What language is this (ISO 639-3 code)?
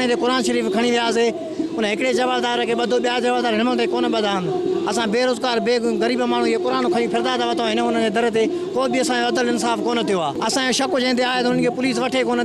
snd